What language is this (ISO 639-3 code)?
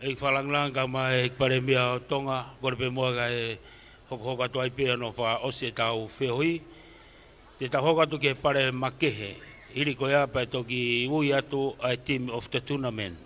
ton